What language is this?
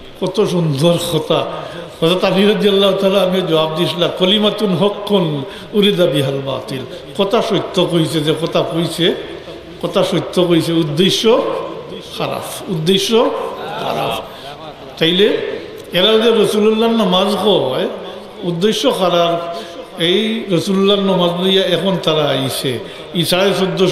Sylheti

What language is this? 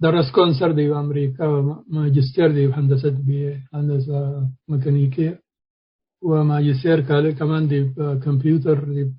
Tigre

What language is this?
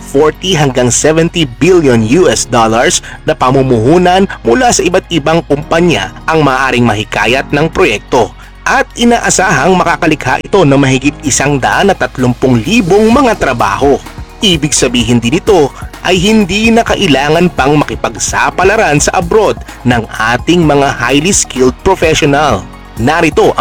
Filipino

